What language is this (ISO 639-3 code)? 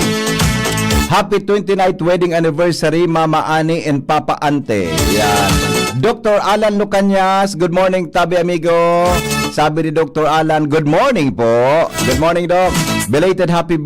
bik